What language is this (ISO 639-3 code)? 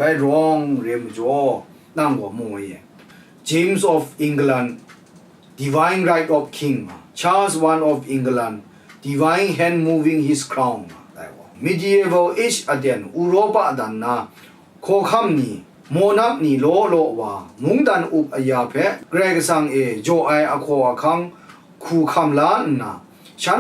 kac